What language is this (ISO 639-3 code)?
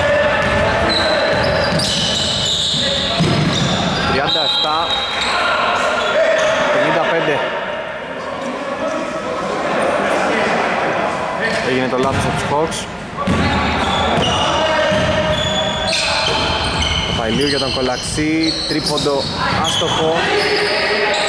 ell